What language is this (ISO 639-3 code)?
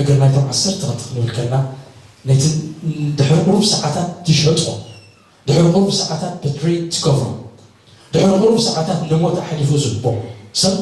tir